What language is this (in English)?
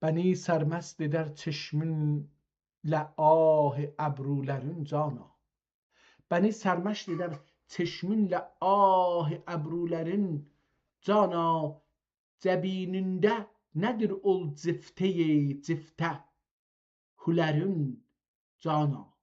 South Azerbaijani